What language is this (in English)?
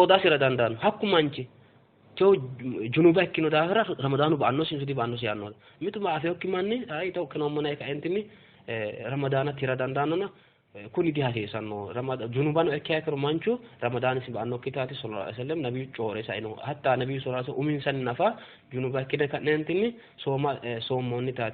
Sidamo